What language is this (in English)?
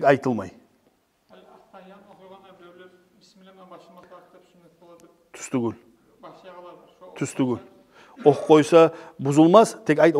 Kumyk